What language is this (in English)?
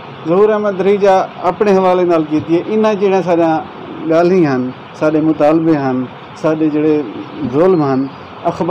Saraiki